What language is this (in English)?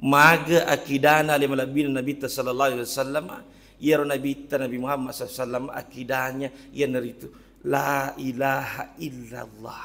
Buginese